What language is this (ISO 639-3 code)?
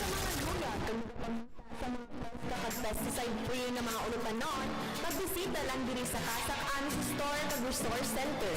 hil